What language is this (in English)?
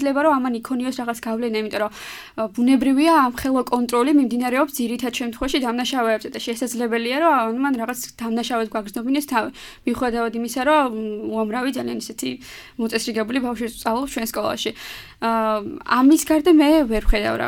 Georgian